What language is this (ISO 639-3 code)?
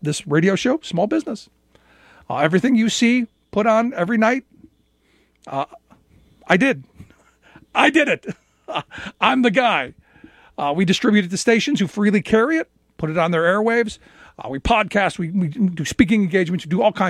eng